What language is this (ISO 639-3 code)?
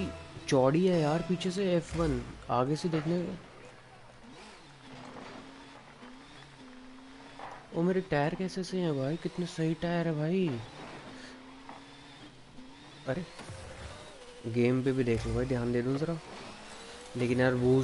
hin